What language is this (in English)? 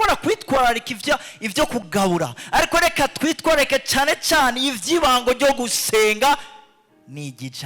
Rundi